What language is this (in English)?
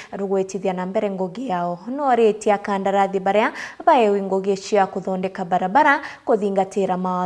Meru